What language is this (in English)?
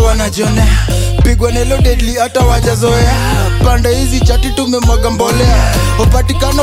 Swahili